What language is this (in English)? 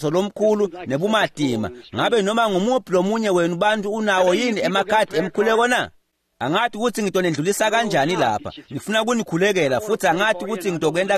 Swati